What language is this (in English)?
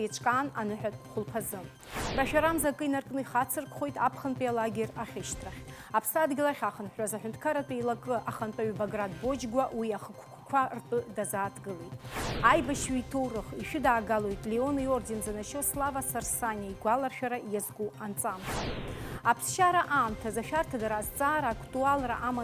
Abkhazian